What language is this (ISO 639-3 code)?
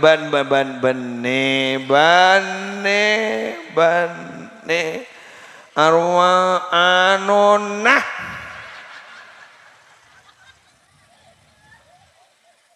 mad